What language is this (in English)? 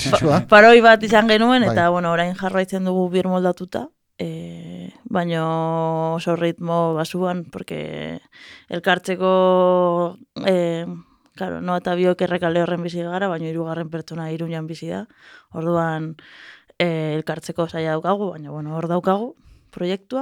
Basque